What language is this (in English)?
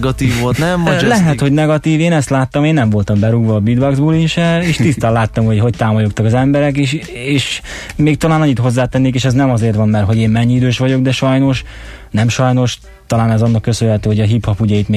Hungarian